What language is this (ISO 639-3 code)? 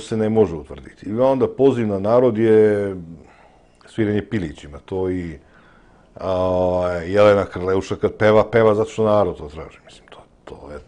srp